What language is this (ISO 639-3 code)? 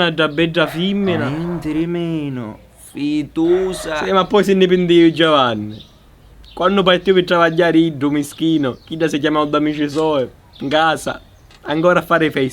scn